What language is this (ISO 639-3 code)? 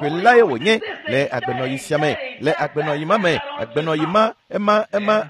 ewe